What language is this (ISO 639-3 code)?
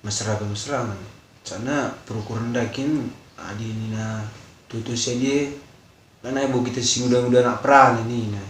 btx